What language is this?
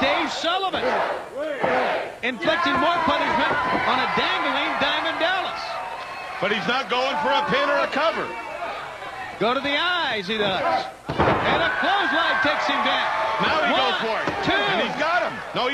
English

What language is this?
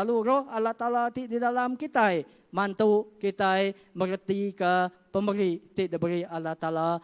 Iban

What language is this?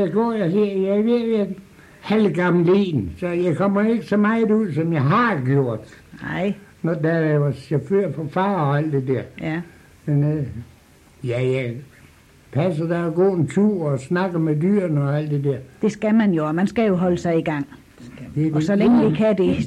Danish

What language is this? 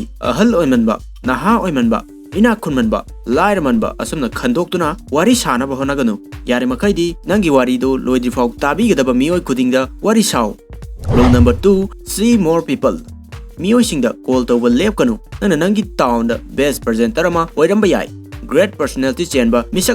Manipuri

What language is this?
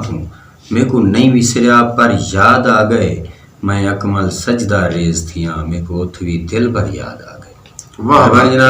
Saraiki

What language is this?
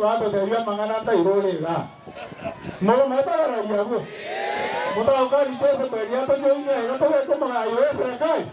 Gusii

